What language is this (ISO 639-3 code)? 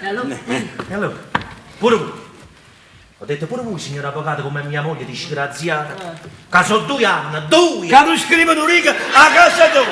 nap